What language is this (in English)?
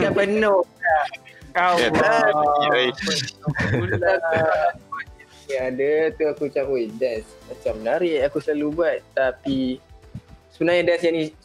Malay